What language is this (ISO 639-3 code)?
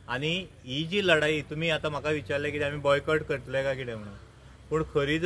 kok